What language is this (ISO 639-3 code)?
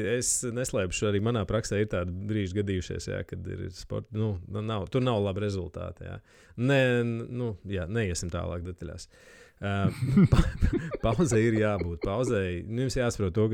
lav